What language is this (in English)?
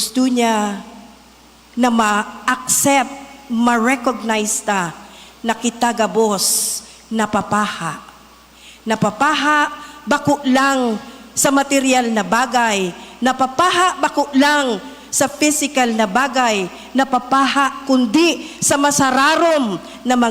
Bikol